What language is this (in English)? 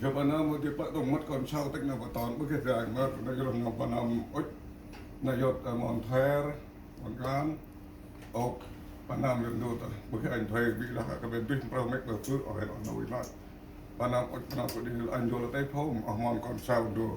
Central Mnong